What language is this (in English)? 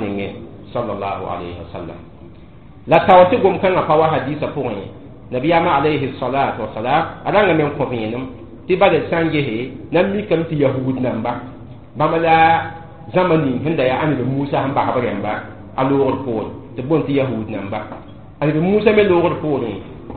Mossi